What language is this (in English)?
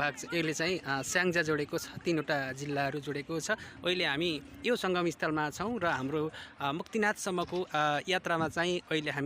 Nepali